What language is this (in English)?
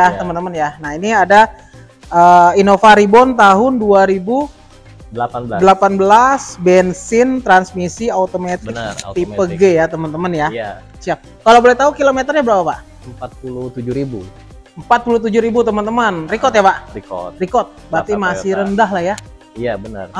Indonesian